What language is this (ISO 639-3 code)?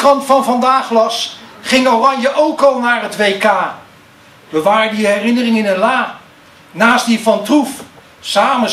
nld